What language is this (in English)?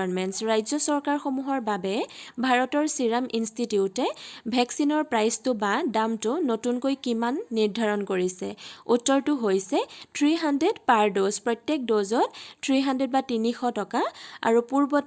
Assamese